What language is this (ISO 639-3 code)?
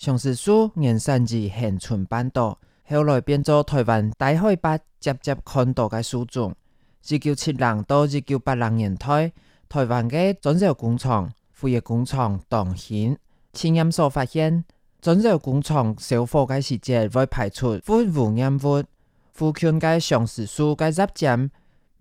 hak